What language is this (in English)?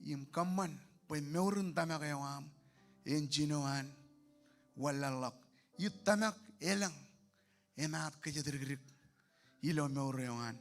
Marshallese